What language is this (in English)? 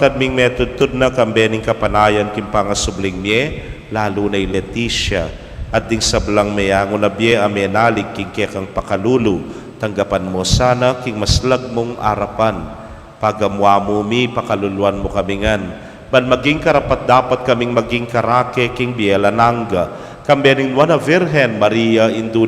Pampanga